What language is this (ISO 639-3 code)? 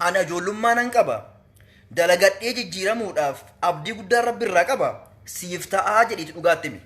orm